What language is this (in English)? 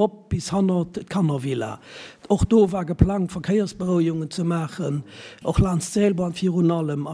Luxembourgish